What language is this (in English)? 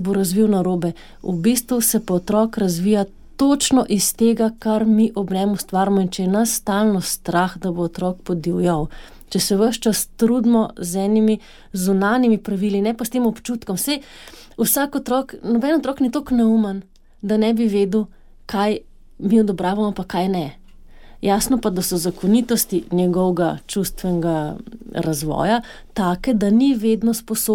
Slovenian